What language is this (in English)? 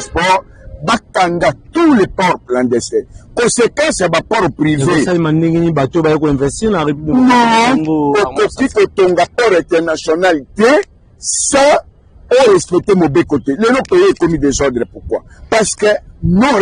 Lingala